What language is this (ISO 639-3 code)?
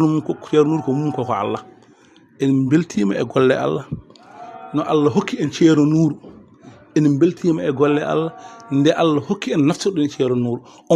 ful